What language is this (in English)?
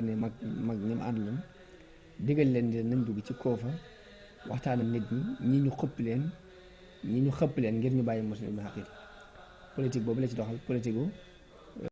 Wolof